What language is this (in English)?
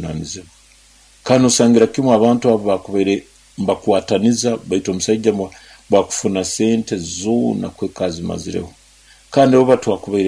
Nyoro